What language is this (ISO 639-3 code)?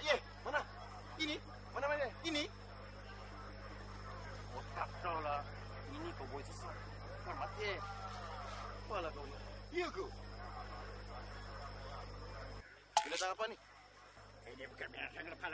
msa